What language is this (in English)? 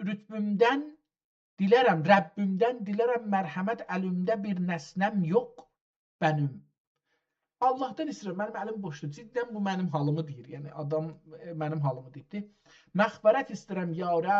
South Azerbaijani